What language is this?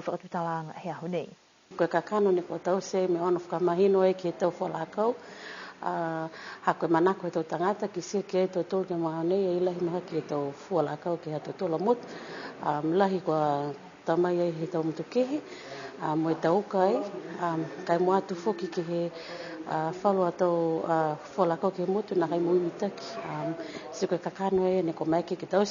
Niuean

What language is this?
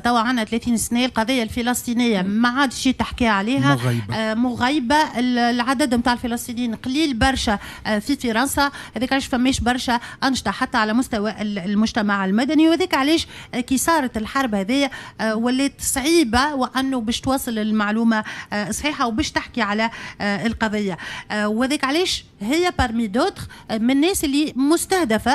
Tunisian Arabic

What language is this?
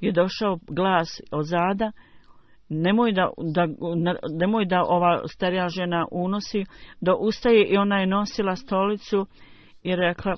Bosnian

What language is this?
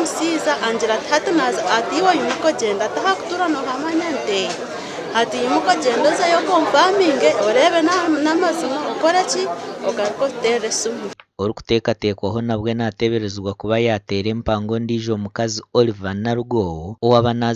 Nyankole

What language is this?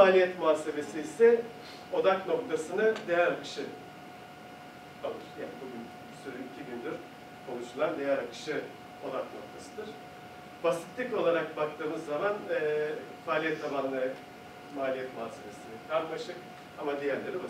Turkish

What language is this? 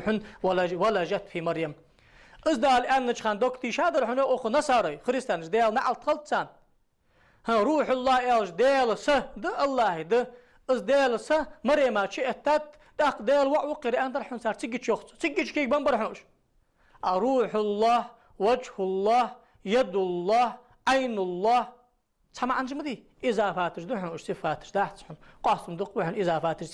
Ingush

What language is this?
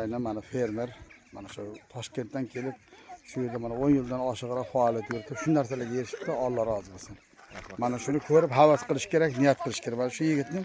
Uzbek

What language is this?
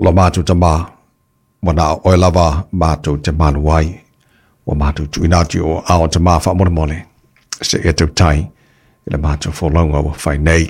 Samoan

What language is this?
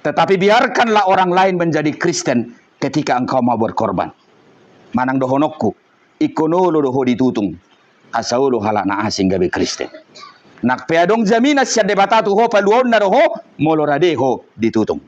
Batak Toba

